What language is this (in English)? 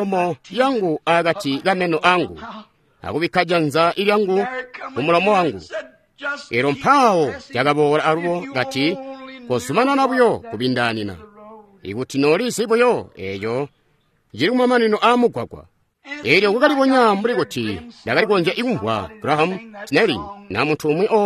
Tonga (Zambia)